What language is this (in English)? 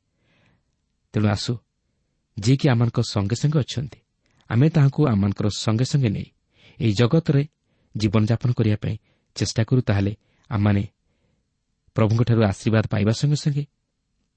Odia